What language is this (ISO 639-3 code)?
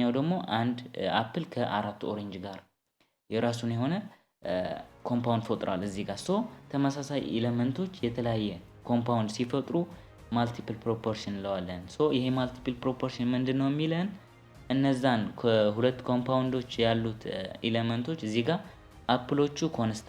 amh